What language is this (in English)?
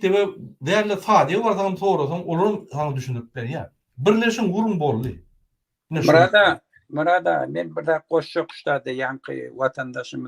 Turkmen